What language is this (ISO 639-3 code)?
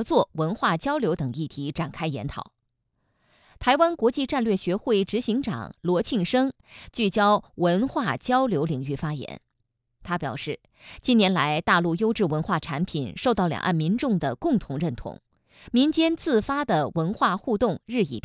zho